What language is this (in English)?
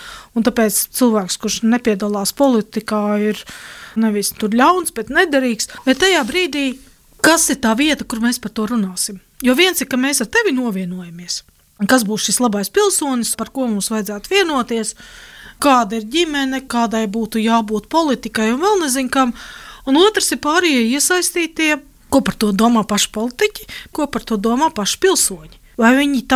Latvian